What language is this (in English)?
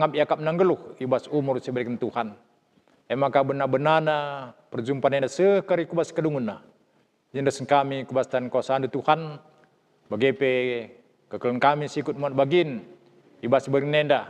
Batak Karo